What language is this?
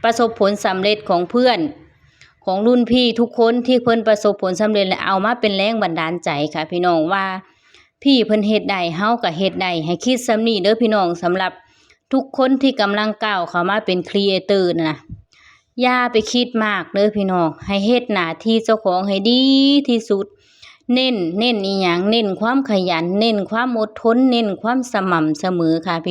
Lao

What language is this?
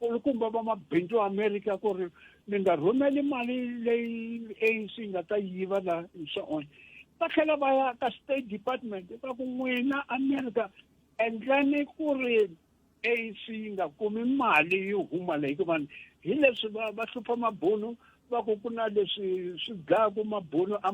Tsonga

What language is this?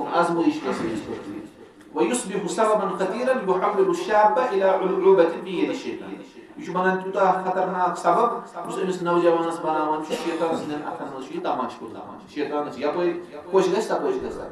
Kashmiri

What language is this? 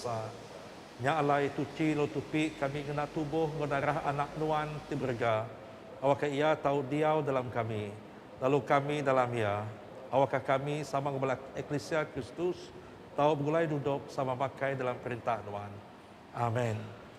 Iban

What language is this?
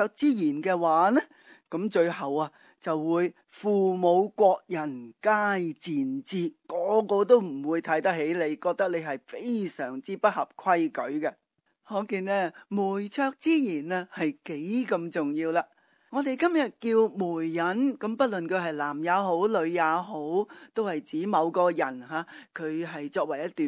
Cantonese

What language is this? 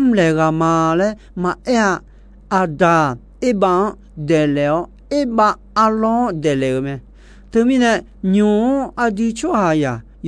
Akha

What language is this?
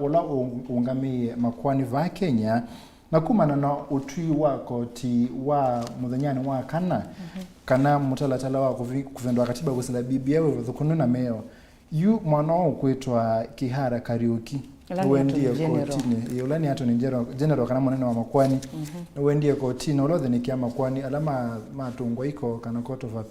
Kamba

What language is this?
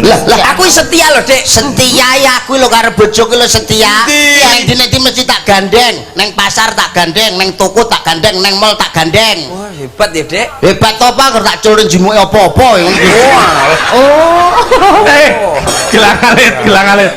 Javanese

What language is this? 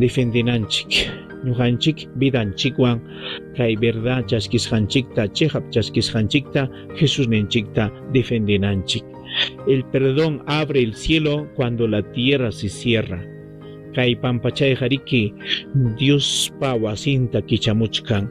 Ayacucho Quechua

